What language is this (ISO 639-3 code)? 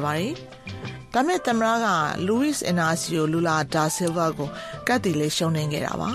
mya